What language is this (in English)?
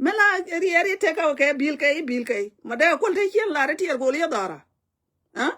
Nuer